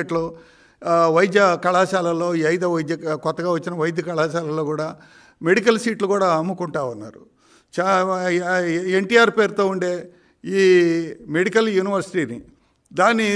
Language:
Telugu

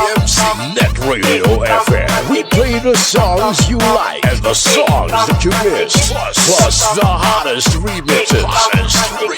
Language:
Hiligaynon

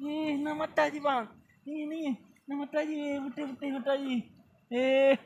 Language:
Achinese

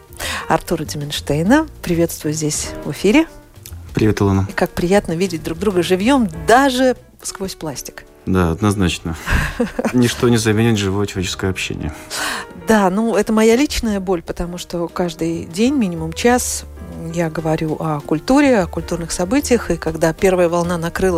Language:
Russian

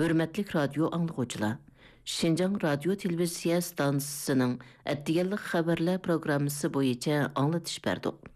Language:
Uyghur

